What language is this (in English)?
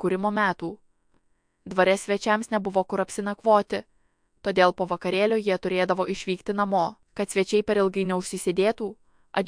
Lithuanian